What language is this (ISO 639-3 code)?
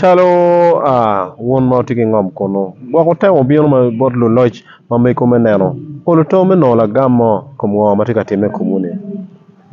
ach